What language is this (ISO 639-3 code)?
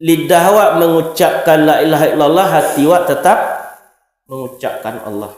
min